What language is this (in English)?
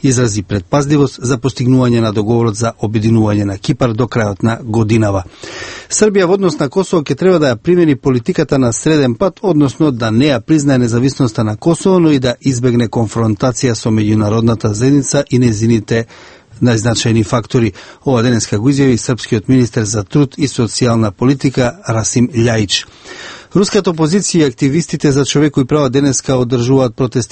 Macedonian